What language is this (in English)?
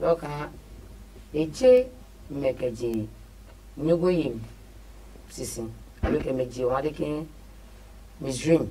Adangme